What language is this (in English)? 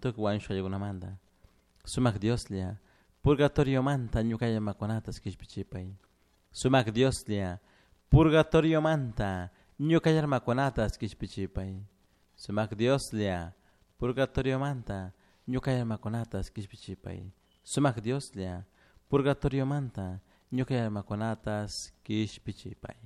Chimborazo Highland Quichua